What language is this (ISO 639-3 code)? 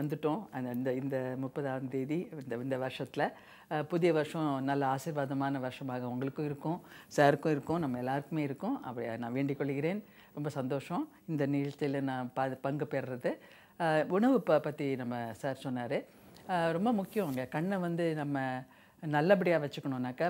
tam